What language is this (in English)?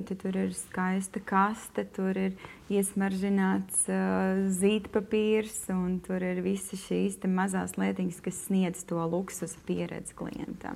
Latvian